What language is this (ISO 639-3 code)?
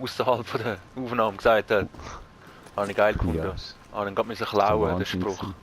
gsw